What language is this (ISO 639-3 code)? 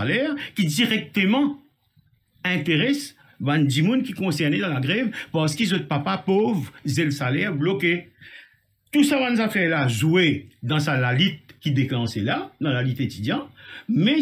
mfe